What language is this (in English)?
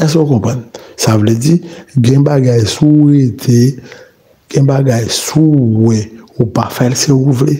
Haitian Creole